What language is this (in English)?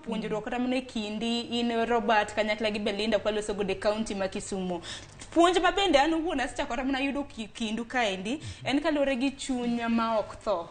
Luo (Kenya and Tanzania)